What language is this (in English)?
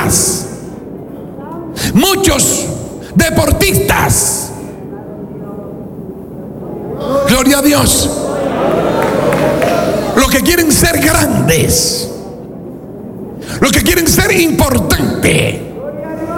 Spanish